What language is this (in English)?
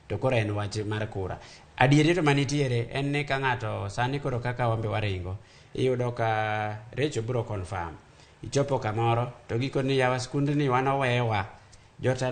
Luo (Kenya and Tanzania)